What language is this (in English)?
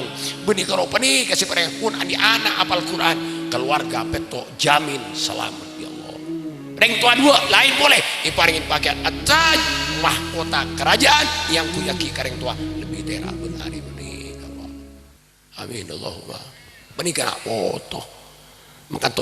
Madurese